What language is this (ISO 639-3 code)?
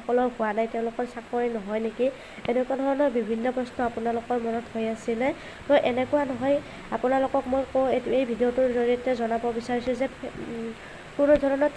asm